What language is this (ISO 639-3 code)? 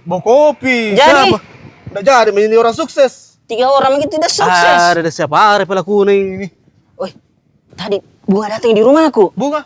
mfp